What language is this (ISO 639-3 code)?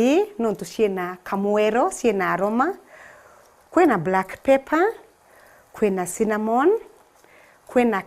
mer